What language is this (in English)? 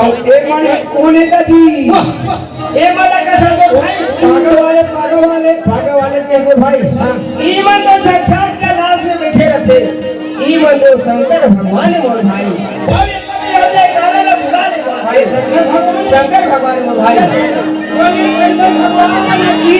Chhattisgarhi